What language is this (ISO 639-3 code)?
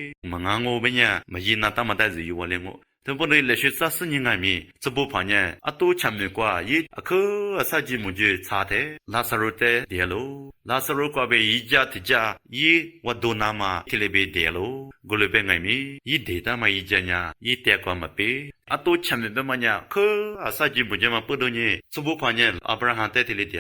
lis